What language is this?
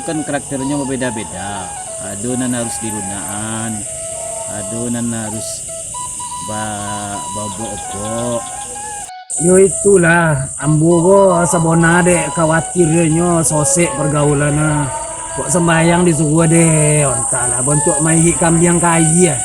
Minangkabau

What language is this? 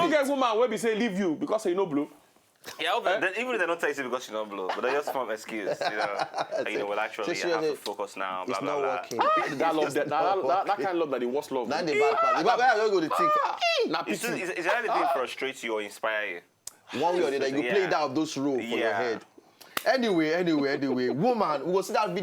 Nigerian Pidgin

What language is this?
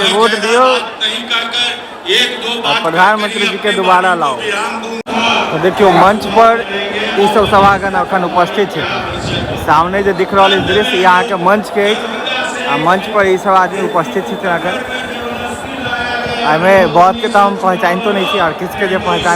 Maithili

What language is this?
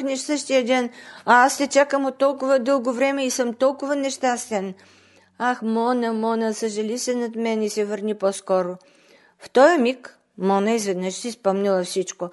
Bulgarian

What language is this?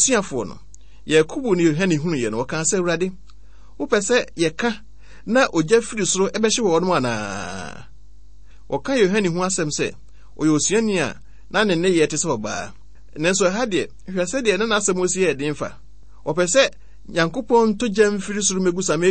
Akan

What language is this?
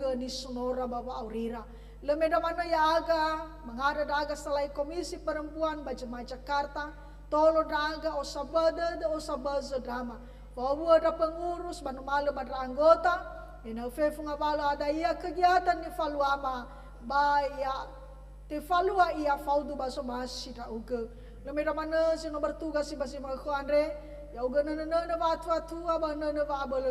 Nias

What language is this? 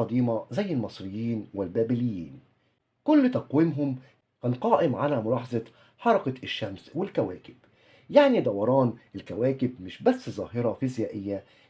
Egyptian Arabic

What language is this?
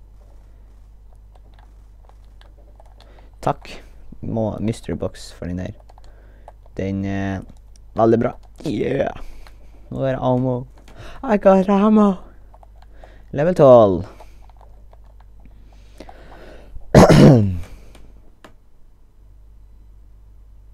Norwegian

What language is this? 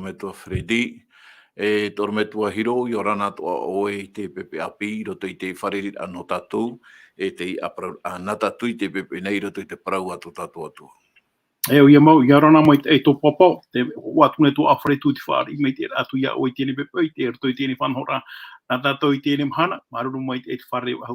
Tahitian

